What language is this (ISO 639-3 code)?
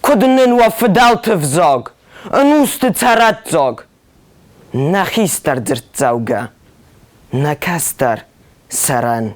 oss